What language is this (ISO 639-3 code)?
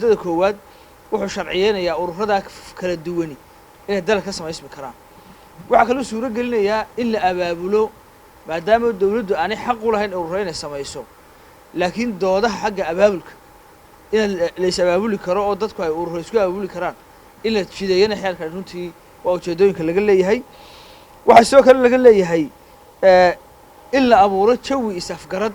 som